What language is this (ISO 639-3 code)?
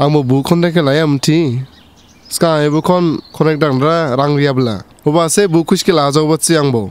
dis